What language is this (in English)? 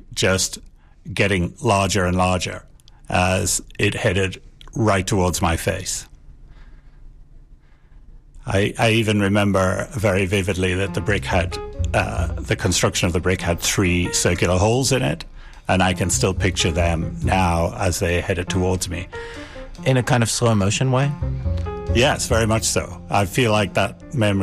English